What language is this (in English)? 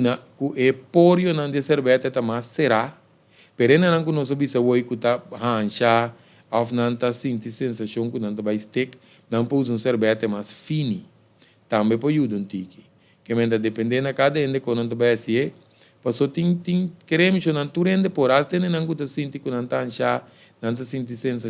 Papiamento